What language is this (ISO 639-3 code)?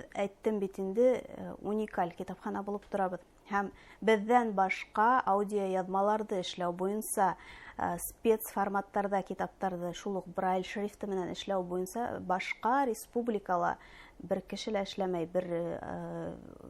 bak